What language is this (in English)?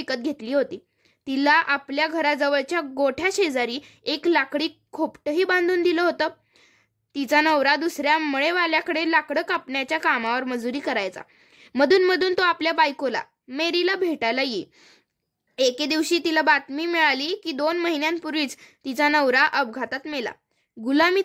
Marathi